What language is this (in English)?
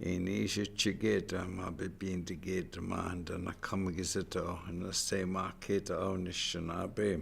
Chippewa